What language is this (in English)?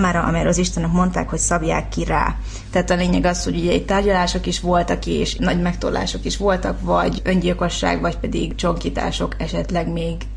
Hungarian